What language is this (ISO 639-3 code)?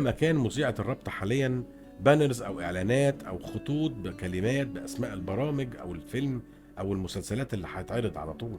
arz